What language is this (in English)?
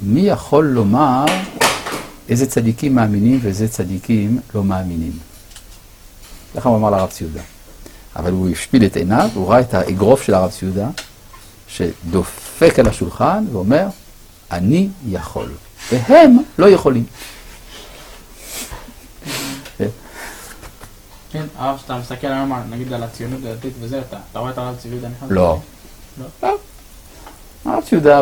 Hebrew